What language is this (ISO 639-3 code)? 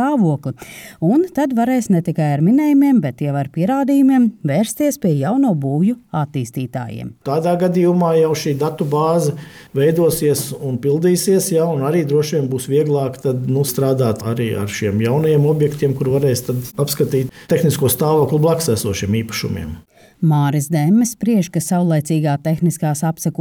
lav